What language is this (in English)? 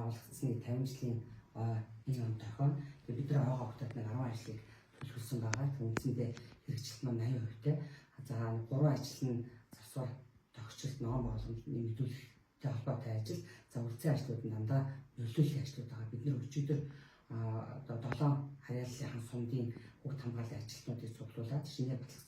Mongolian